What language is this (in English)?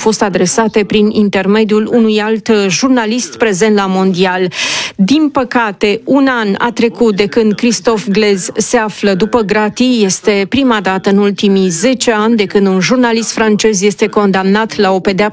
Romanian